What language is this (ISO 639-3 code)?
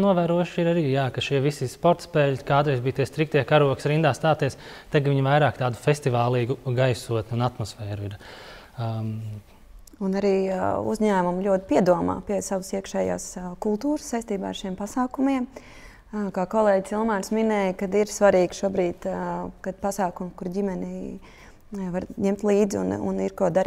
lav